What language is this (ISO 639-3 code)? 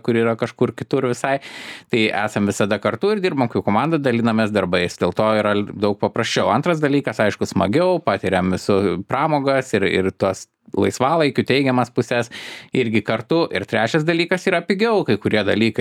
lit